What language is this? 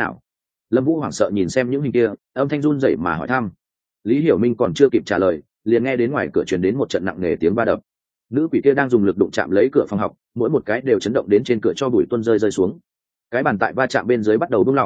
Vietnamese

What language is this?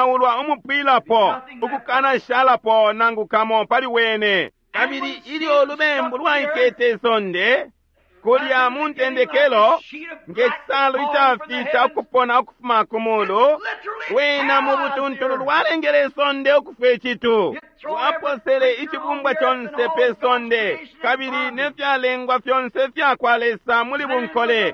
Bemba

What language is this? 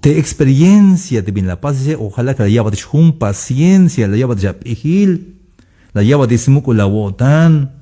Tzeltal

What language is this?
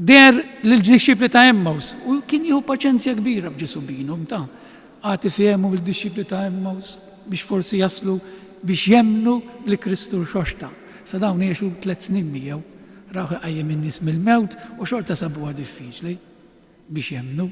Maltese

